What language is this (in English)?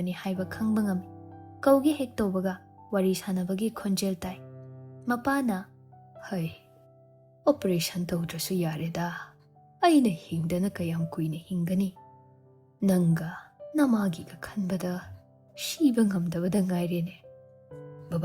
Manipuri